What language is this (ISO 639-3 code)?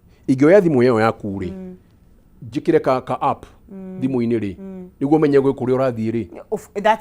kik